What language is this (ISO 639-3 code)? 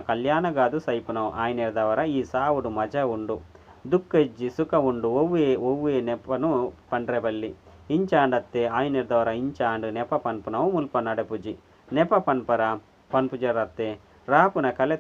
tcy